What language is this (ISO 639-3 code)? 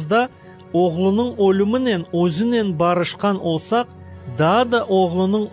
crh